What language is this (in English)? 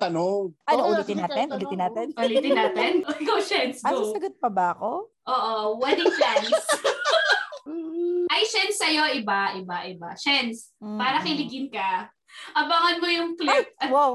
Filipino